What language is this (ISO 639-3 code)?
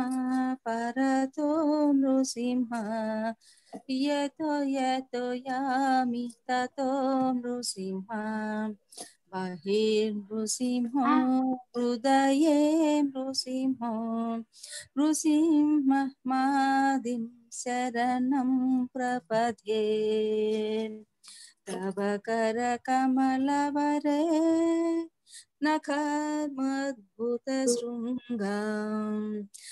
tel